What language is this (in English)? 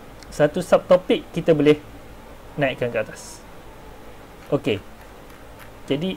Malay